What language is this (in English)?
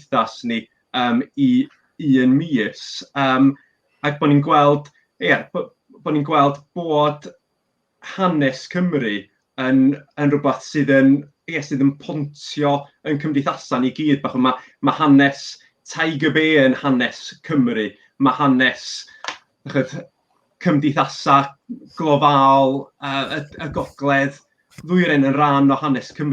Welsh